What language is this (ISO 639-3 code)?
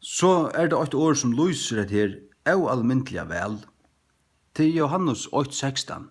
fao